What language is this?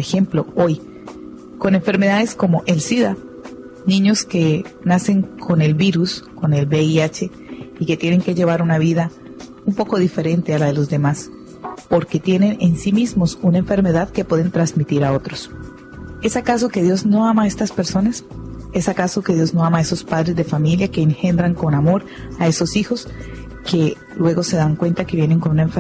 Spanish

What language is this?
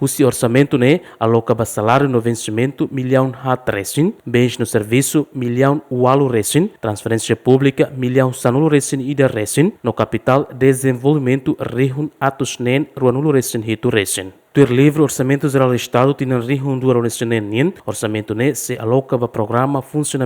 Tetum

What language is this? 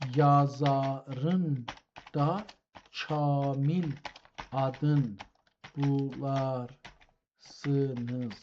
South Azerbaijani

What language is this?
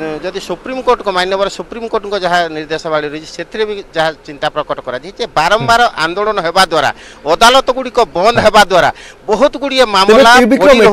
Odia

